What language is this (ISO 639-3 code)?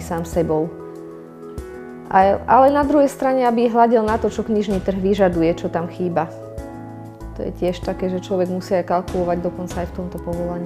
slk